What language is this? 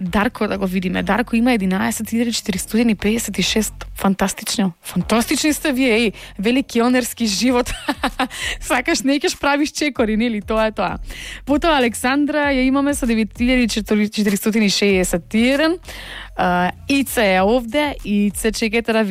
Macedonian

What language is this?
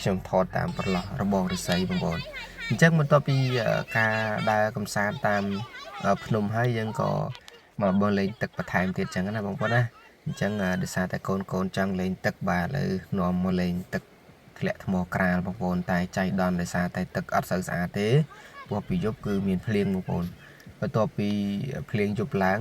Khmer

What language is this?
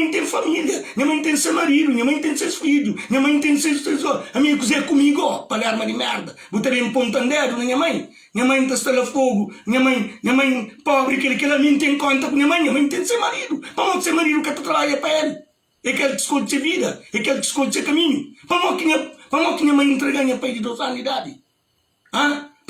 Kabuverdianu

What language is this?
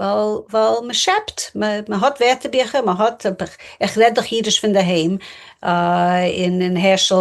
Yiddish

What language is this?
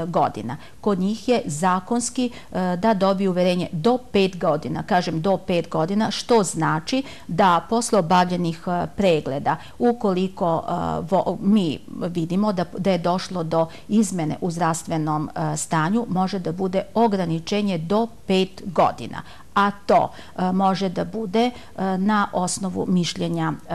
Serbian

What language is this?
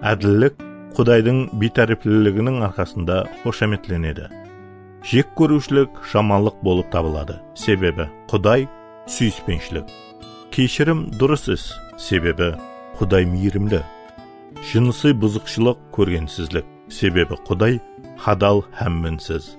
Kara-Kalpak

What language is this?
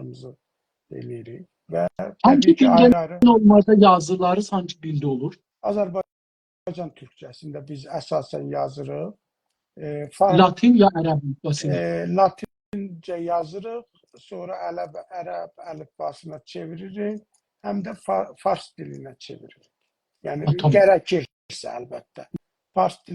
South Azerbaijani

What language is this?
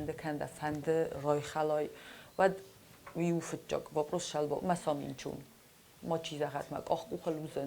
Ossetic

